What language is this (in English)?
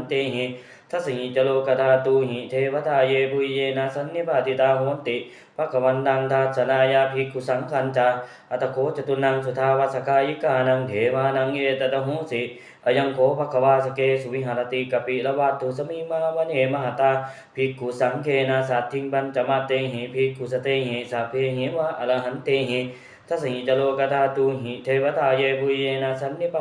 Pali